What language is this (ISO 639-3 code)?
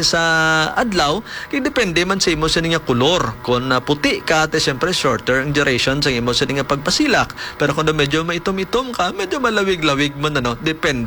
hil